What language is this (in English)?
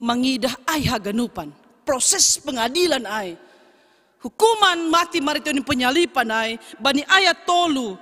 Batak Simalungun